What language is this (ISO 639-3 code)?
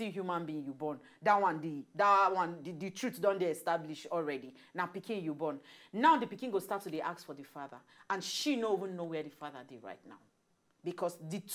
pcm